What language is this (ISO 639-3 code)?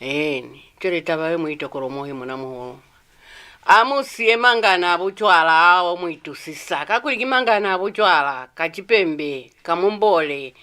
loz